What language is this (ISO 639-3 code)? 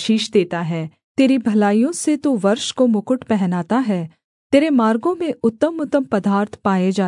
hin